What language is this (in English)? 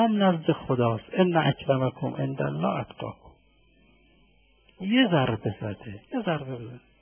Persian